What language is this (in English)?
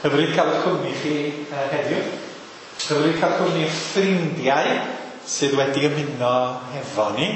Welsh